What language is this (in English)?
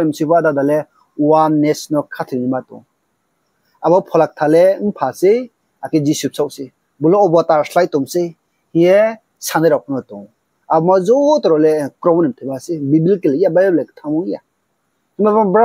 Riang (India)